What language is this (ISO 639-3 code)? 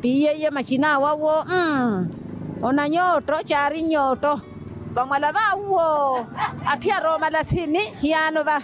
vmw